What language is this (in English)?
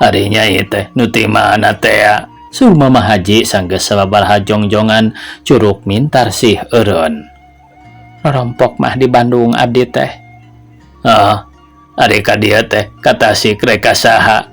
Sundanese